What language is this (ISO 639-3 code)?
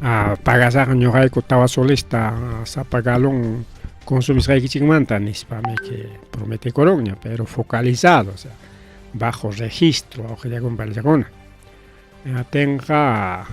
quy